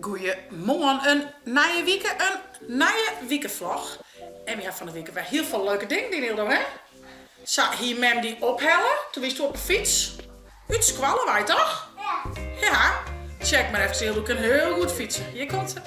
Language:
Western Frisian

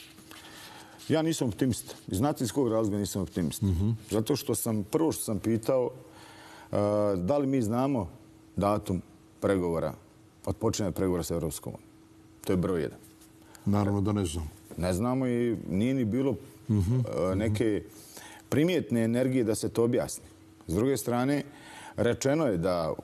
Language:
Bosnian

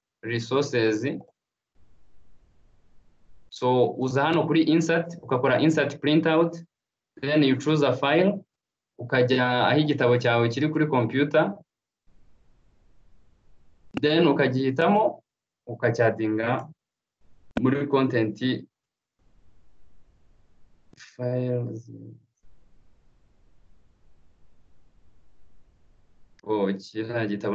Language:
Kinyarwanda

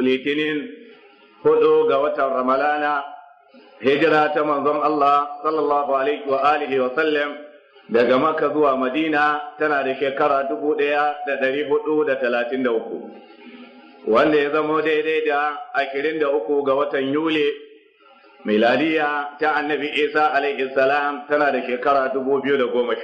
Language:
Hausa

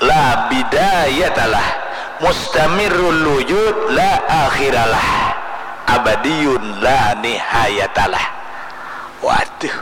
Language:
Banjar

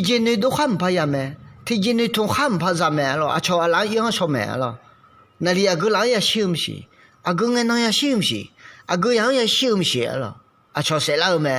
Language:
Akha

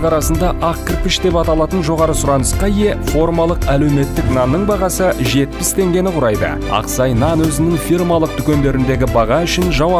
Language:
Kazakh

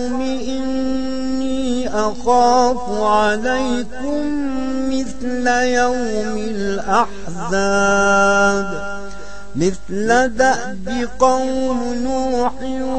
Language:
Arabic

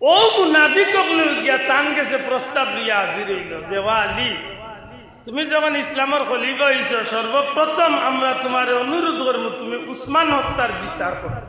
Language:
Sylheti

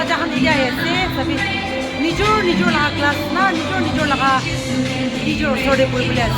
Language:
Naga Pidgin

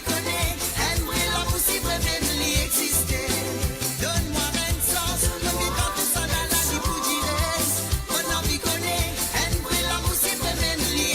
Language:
Morisyen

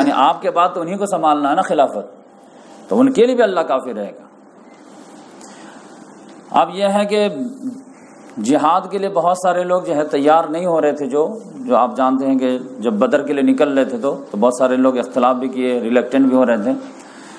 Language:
Urdu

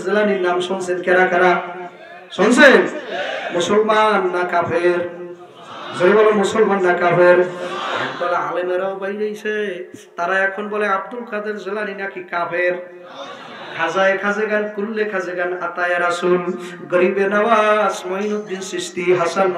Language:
Bangla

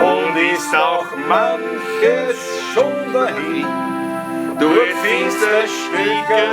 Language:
Bavarian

